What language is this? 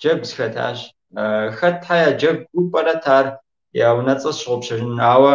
Kabardian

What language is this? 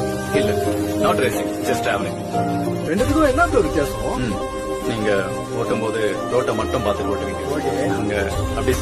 Tamil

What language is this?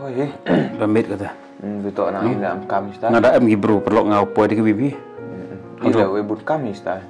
Khasi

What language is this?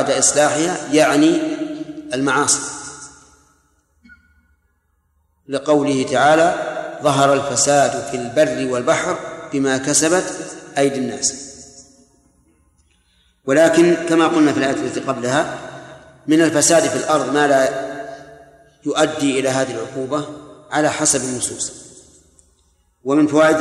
Arabic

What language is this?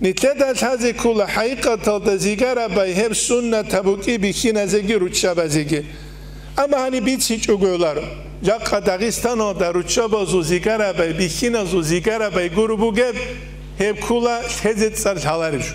Avaric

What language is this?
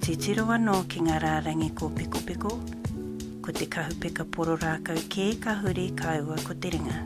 Māori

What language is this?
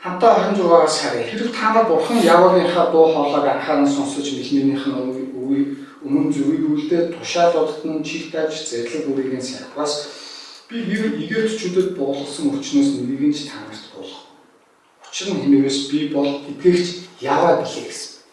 Mongolian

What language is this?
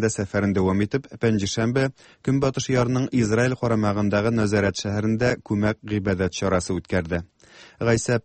Tatar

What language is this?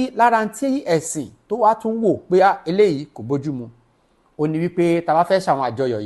Yoruba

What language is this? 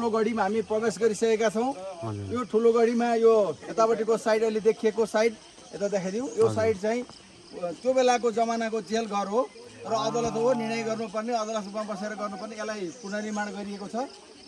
Nepali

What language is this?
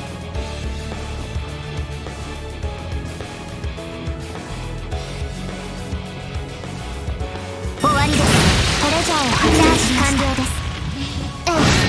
Japanese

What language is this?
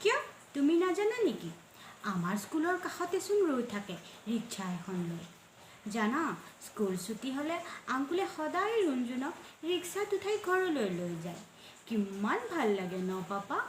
Assamese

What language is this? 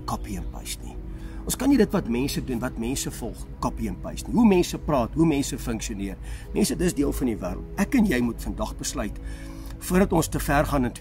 Afrikaans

